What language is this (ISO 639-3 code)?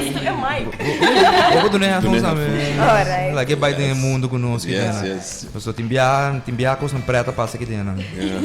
pap